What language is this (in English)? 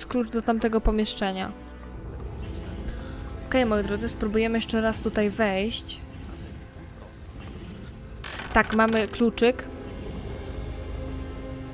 Polish